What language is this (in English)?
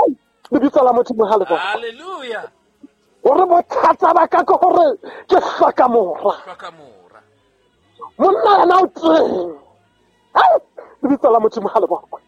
Southern Sotho